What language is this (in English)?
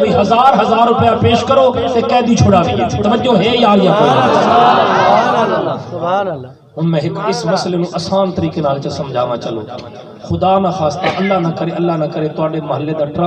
Saraiki